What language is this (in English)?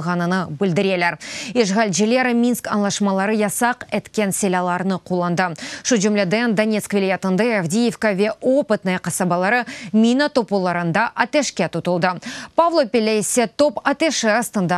Crimean Tatar